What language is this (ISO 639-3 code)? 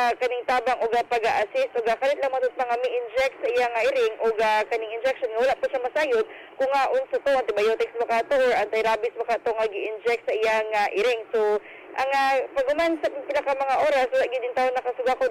ceb